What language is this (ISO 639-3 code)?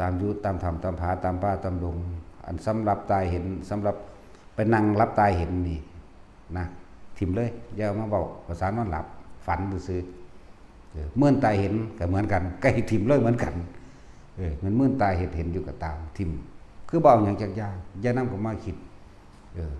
tts